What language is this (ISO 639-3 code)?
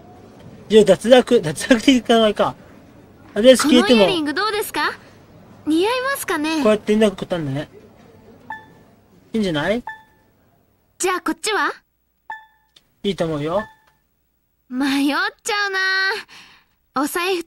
jpn